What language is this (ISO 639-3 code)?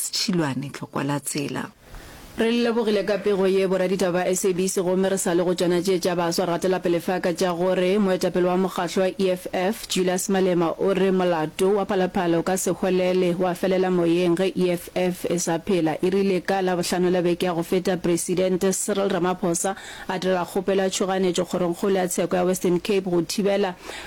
nso